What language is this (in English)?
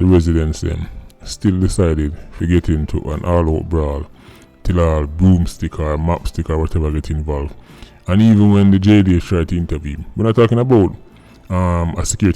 Jamaican Creole English